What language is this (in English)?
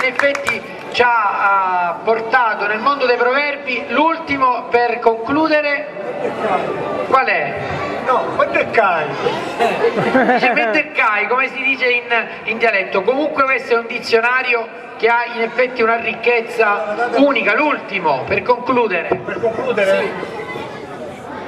Italian